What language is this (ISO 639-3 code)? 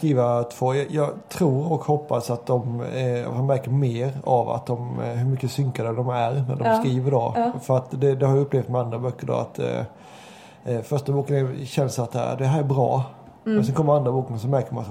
swe